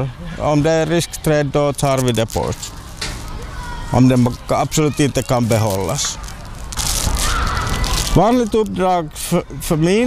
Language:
Swedish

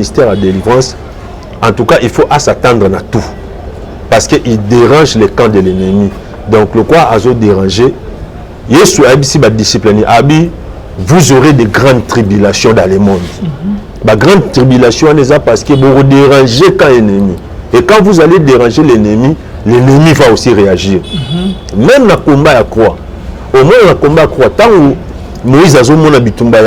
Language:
Lingala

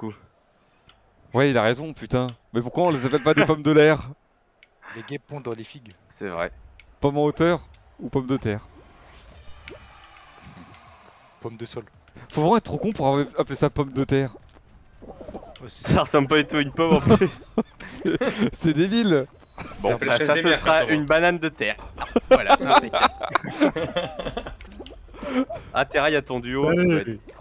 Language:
French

